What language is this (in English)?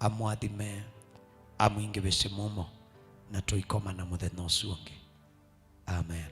Kamba